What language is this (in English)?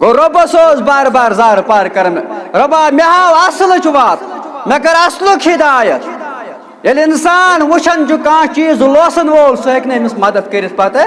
Kashmiri